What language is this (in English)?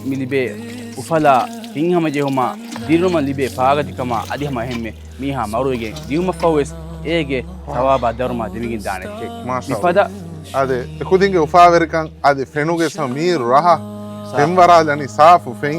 Divehi